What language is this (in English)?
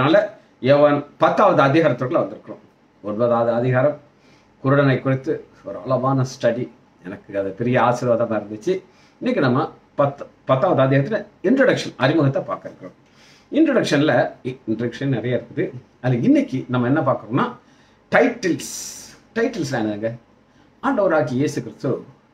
Tamil